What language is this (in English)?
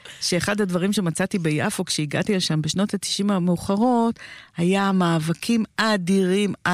Hebrew